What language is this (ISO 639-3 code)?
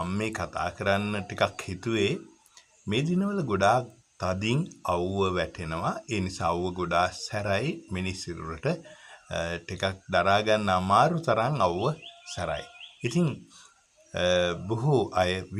sin